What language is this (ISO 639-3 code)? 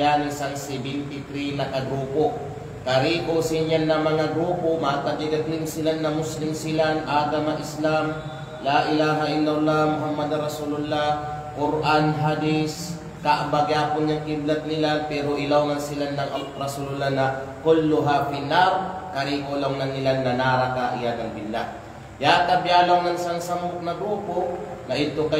kqe